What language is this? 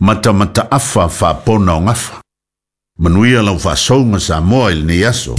Samoan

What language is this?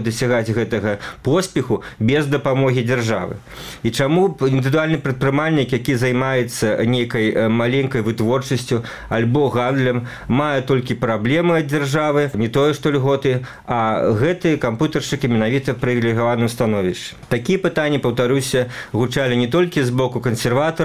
Belarusian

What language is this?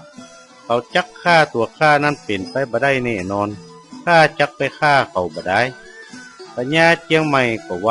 Northern Thai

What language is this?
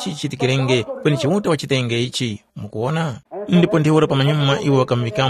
Tumbuka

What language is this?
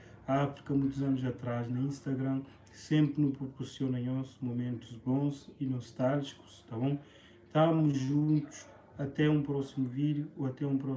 Kabuverdianu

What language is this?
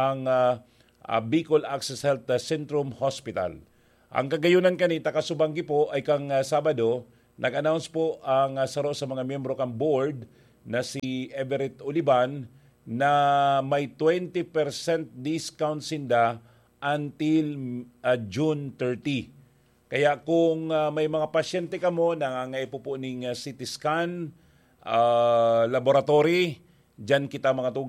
Bikol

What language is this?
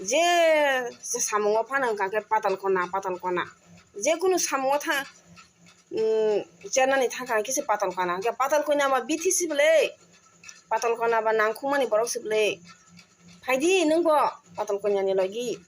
Riang (India)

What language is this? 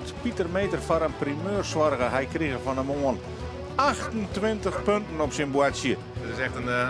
Western Frisian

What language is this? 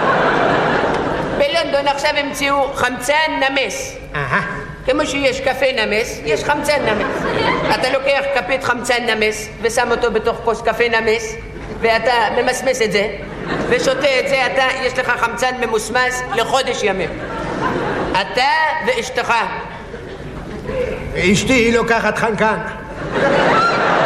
Hebrew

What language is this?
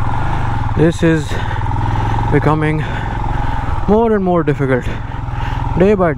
Hindi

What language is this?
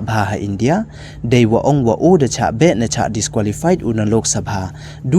Pnar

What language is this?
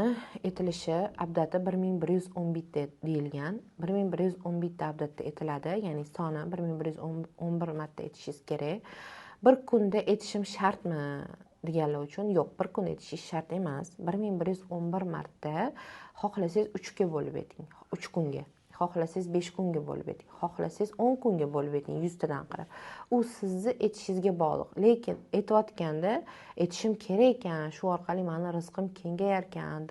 Uzbek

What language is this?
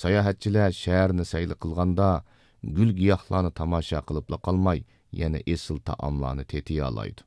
Uyghur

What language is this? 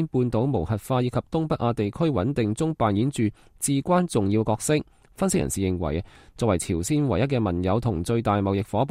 Cantonese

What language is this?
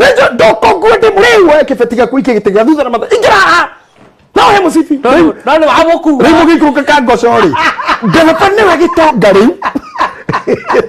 Kikuyu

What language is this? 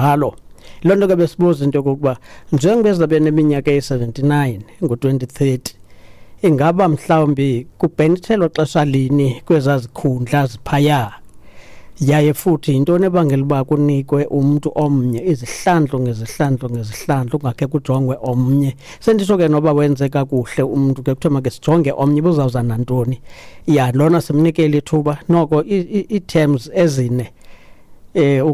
Xhosa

